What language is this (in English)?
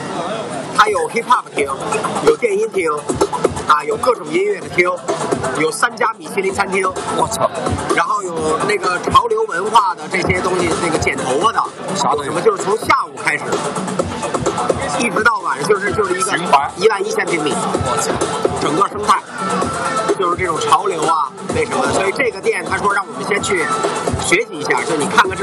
Chinese